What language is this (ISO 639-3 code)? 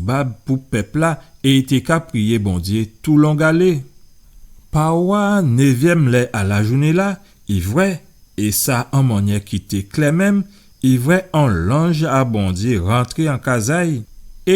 gcf